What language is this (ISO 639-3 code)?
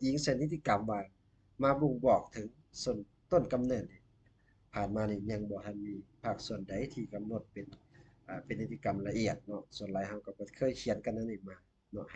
lao